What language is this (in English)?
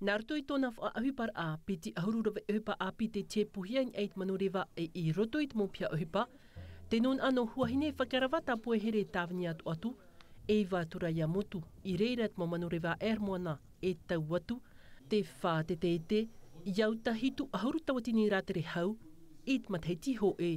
Tahitian